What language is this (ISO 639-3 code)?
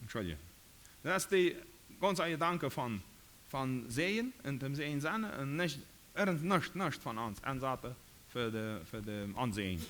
pdt